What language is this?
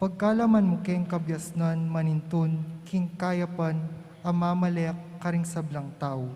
Pampanga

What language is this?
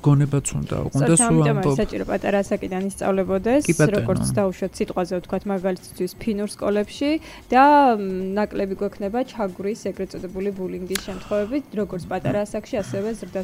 Georgian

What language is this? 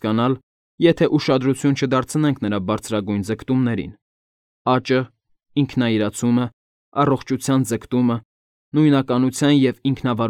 Armenian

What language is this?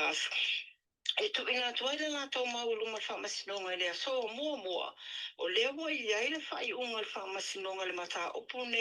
Samoan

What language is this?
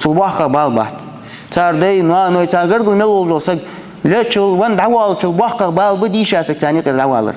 Ingush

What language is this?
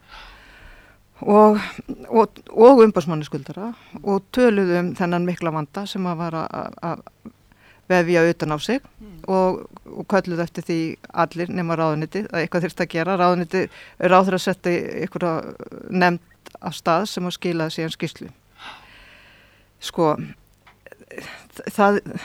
Icelandic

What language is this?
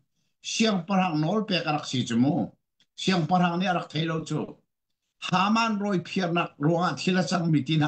Hakha Chin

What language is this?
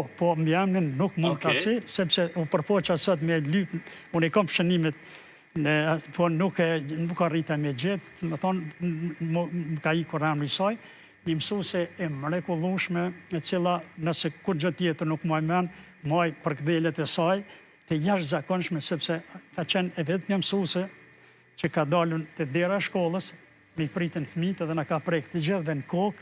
Albanian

